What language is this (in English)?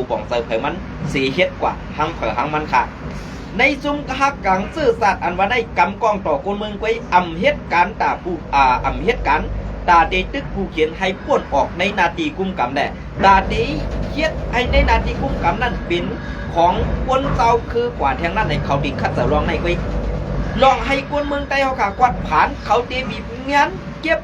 Shan